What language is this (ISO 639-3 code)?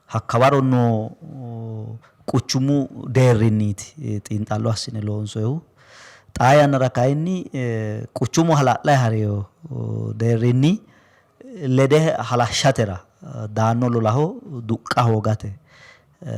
sid